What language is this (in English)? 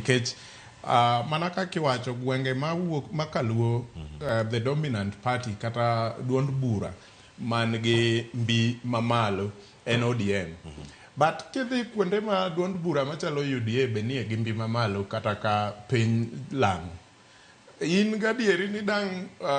Luo (Kenya and Tanzania)